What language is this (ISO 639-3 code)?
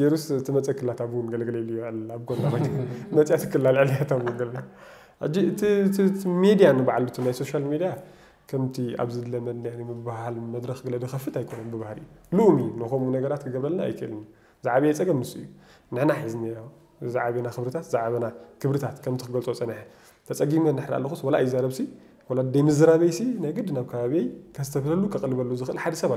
tir